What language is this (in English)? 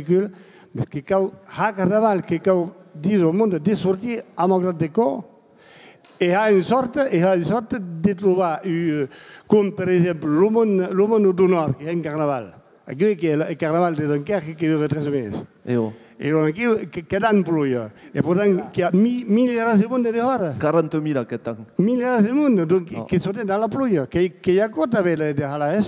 Occitan